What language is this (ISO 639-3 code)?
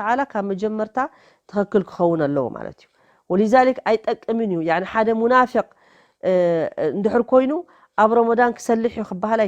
tir